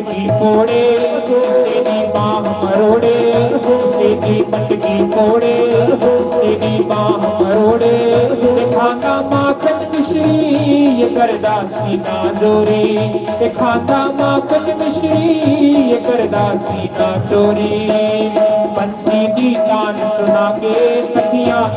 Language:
Dogri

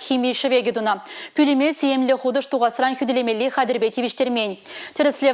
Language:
Chuvash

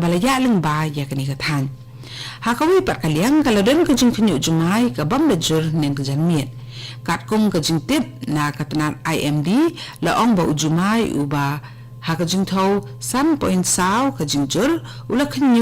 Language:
Khasi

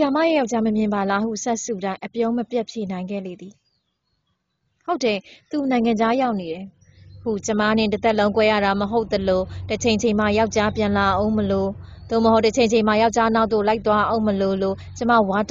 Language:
Burmese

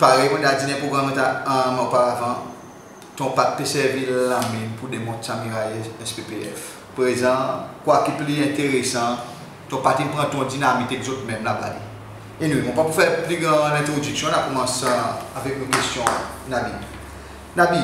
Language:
Seselwa Creole French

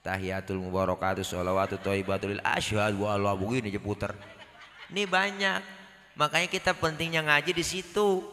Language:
Betawi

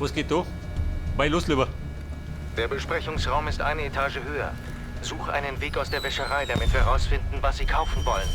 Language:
Bavarian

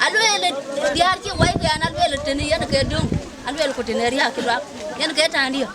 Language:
Dinka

